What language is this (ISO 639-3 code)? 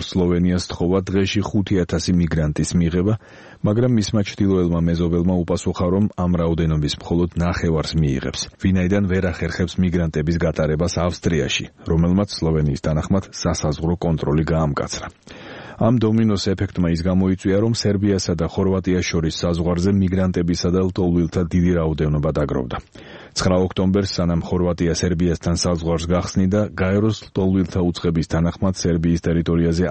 kat